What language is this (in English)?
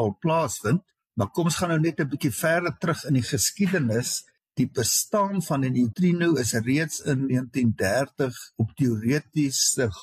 Afrikaans